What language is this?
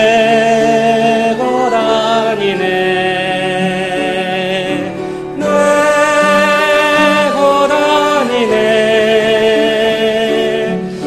Korean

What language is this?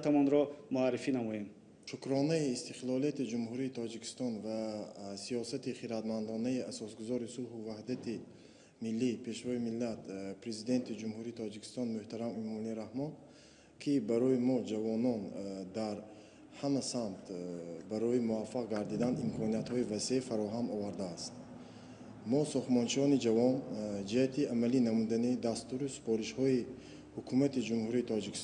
Tajik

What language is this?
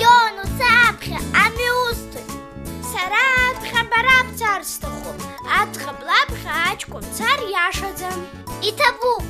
Abkhazian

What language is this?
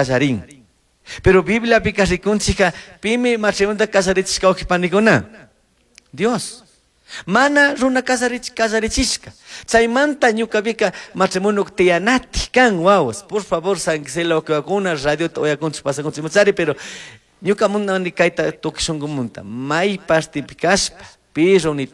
Chimborazo Highland Quichua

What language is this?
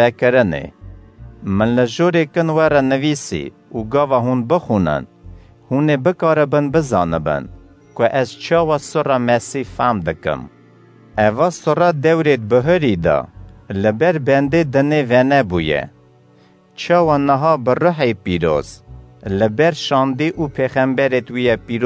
Kurdish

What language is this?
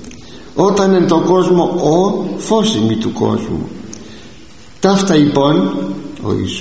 Greek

